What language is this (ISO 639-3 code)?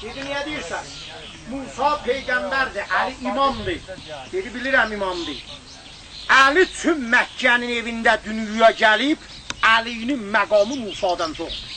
azb